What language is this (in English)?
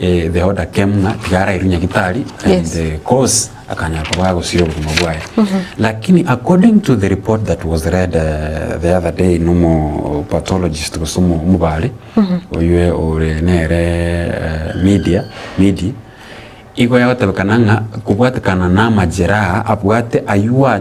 Gusii